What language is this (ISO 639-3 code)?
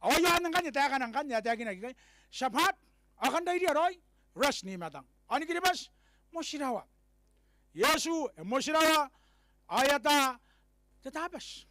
gil